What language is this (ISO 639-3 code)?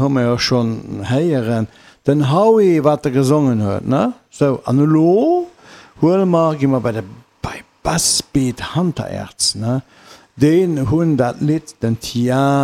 ltz